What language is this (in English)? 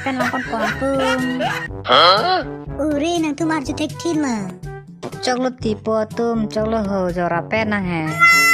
Karbi